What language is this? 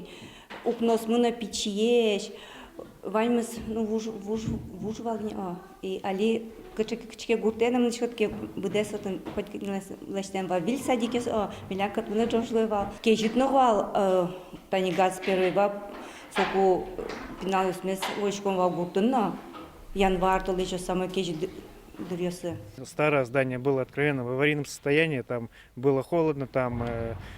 Udmurt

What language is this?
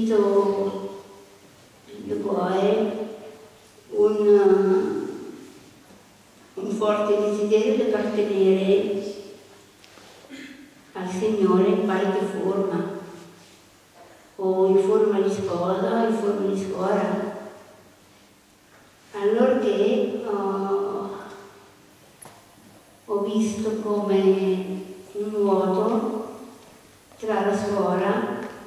Italian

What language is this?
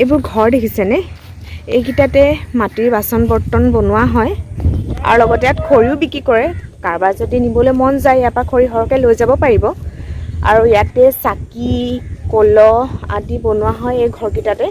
Assamese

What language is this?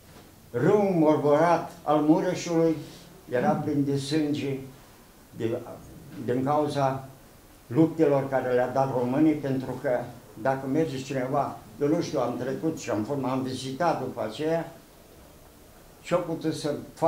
Romanian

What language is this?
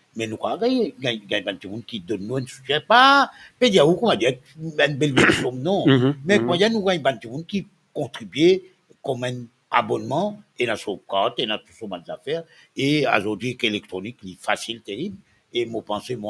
Morisyen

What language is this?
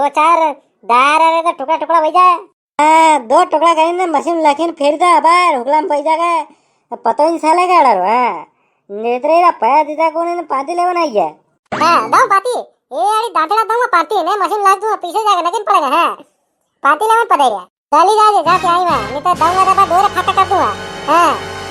Rajasthani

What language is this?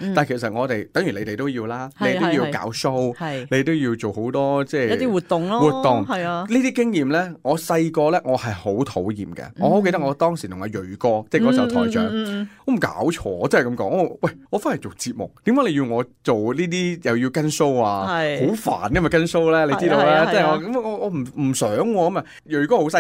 Cantonese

